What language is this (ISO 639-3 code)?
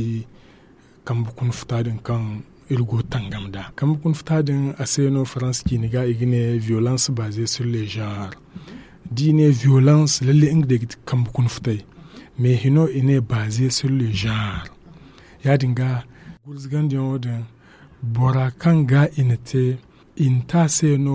dje